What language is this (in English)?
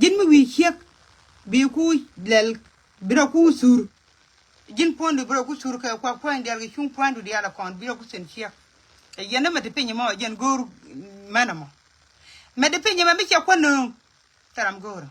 Nuer